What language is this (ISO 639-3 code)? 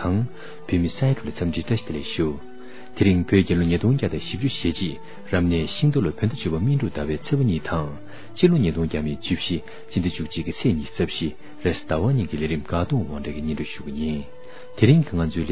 bod